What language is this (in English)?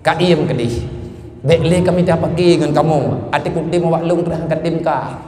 Achinese